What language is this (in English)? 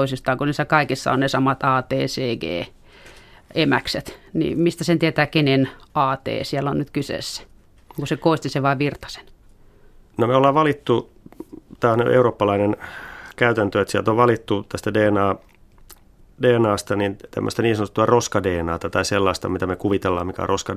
Finnish